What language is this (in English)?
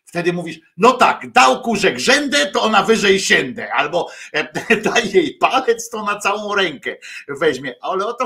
Polish